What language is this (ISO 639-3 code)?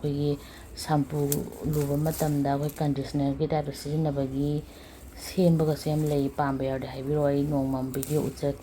mni